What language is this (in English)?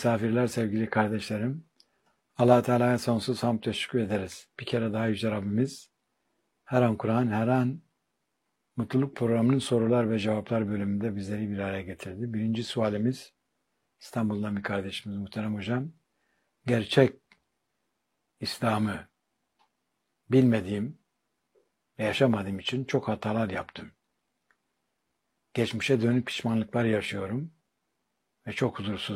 Turkish